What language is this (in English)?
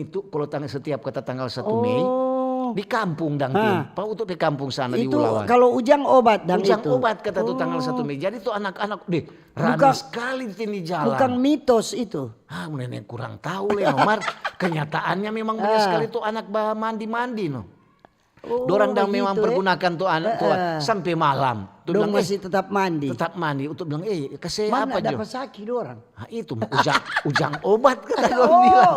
Manado Malay